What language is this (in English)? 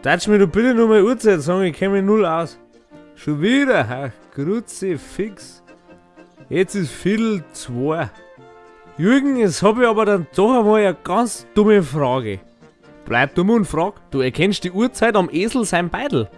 Bavarian